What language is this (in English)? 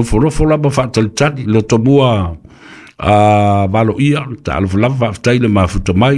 Samoan